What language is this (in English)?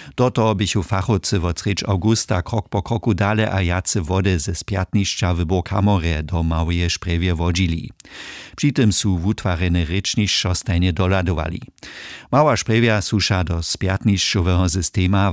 Upper Sorbian